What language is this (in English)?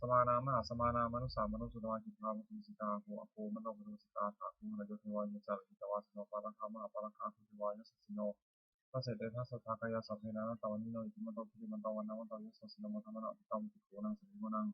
Pali